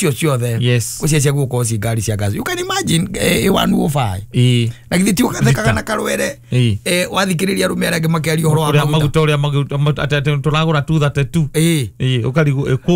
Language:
Kikuyu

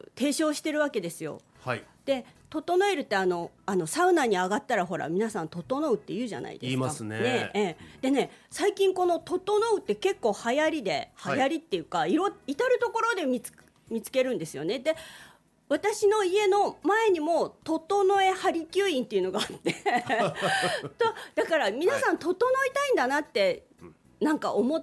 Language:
Japanese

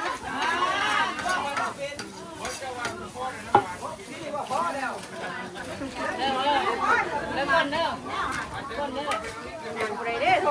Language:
Northeastern Thai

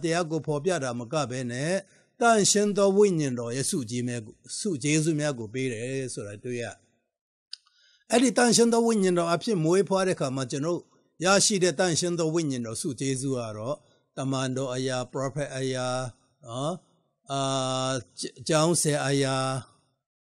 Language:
Burmese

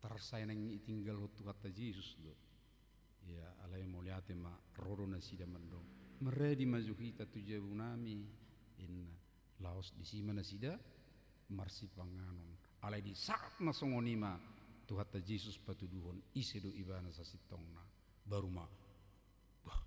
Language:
Batak Toba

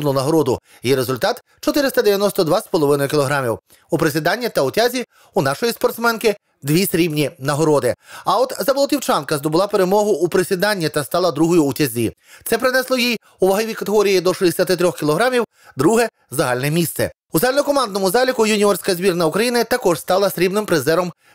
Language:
Ukrainian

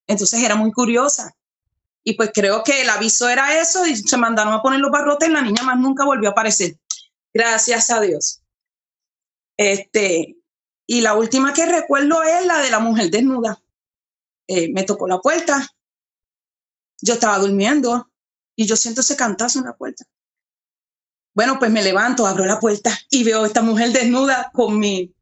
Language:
Spanish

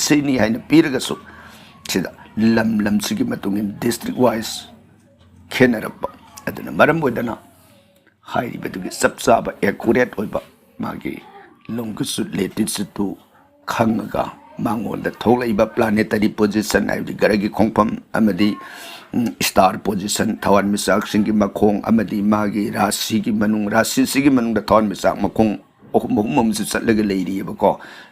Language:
Manipuri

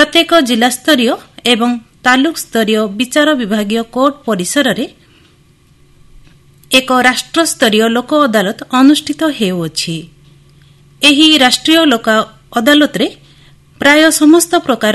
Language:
Odia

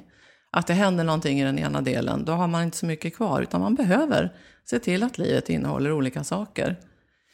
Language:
Swedish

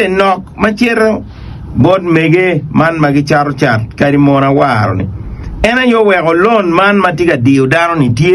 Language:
Acoli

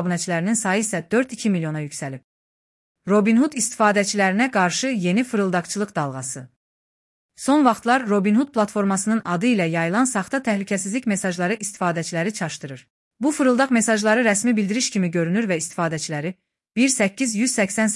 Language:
Azerbaijani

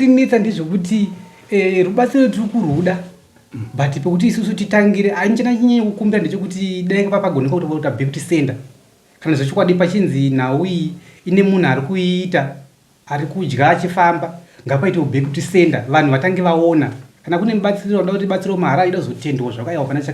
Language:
Shona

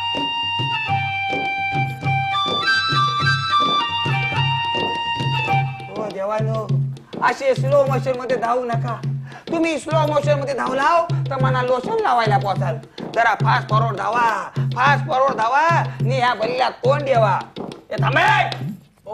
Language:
Marathi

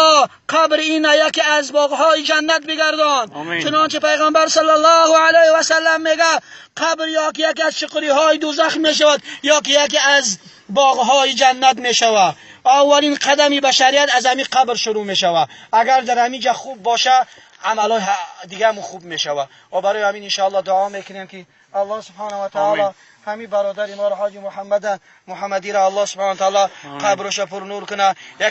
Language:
Tajik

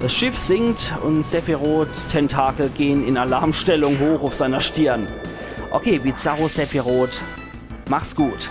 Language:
Palatine German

